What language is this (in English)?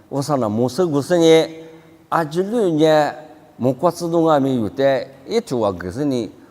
Lisu